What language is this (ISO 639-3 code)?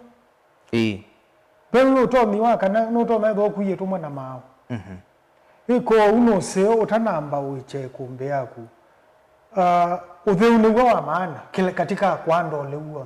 kam